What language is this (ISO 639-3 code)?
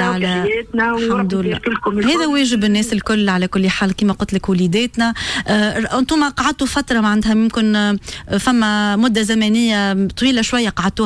aeb